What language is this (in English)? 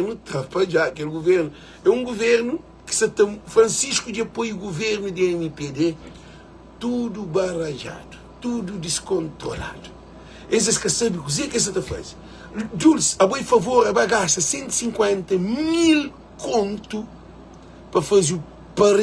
Kabuverdianu